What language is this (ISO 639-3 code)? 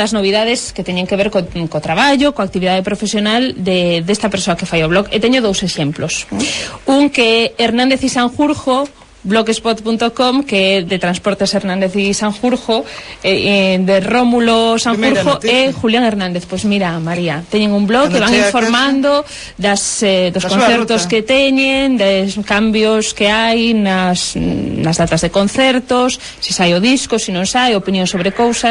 glg